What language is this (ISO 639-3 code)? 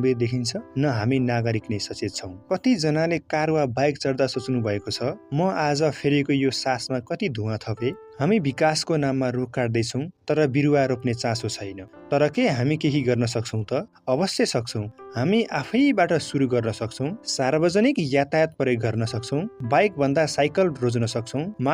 nep